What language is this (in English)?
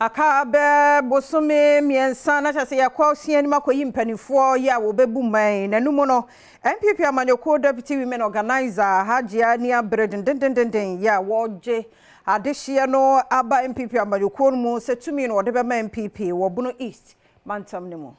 Akan